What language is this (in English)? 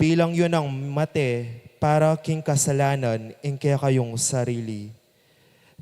Pampanga